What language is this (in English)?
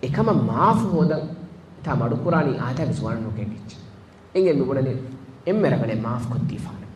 Divehi